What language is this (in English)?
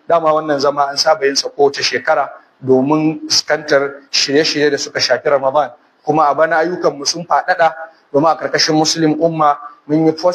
Hausa